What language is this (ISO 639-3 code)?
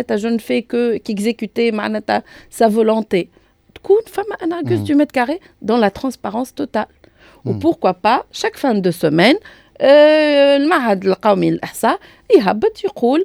aeb